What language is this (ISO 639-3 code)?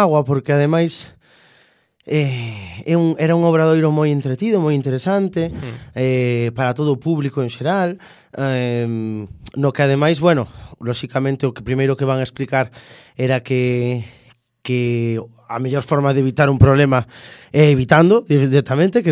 glg